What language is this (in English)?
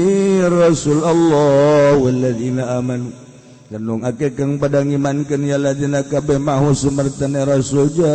Sundanese